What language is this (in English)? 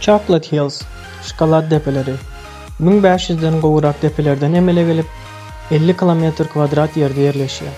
Turkmen